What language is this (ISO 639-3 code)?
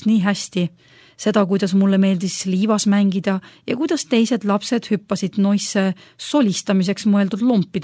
est